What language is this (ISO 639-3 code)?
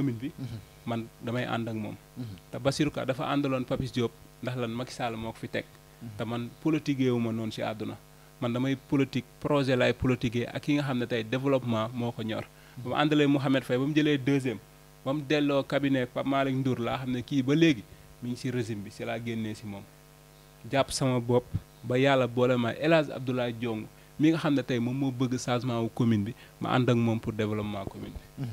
wol